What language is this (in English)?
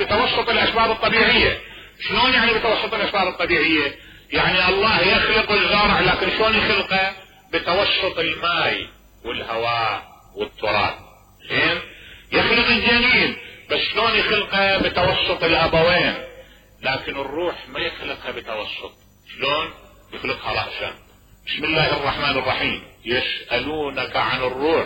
Mesopotamian Arabic